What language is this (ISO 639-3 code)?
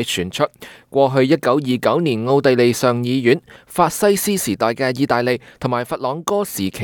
yue